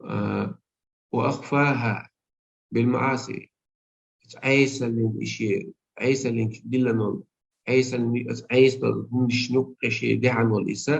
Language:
Chechen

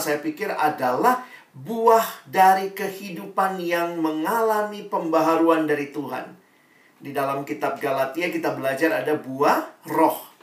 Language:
Indonesian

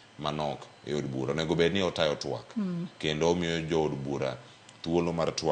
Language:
Luo (Kenya and Tanzania)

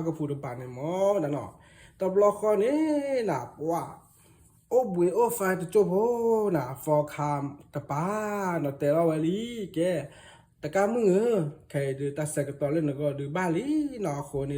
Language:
S'gaw Karen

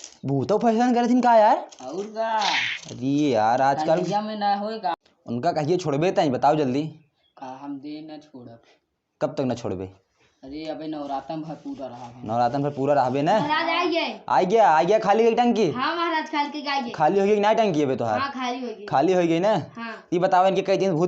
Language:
Awadhi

